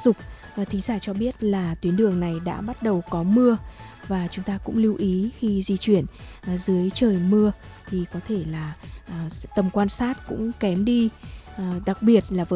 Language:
Vietnamese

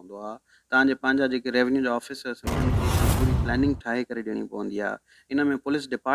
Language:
Sindhi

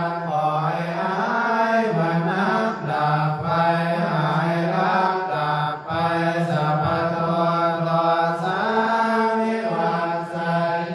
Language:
Pali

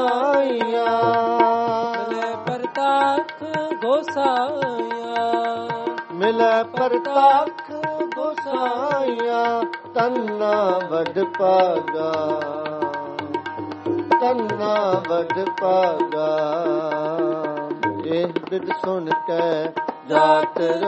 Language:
Punjabi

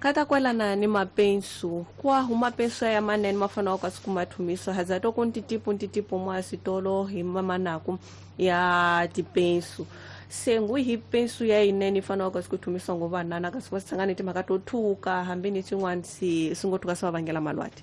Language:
Tsonga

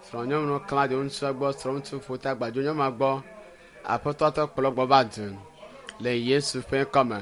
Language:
Ewe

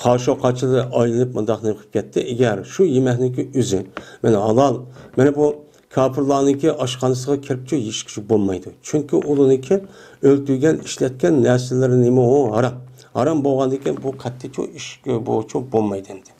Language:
Uyghur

